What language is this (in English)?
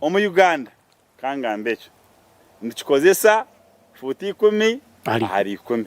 Nyankole